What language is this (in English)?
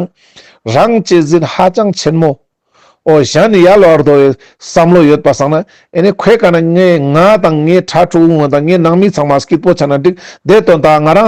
Ladakhi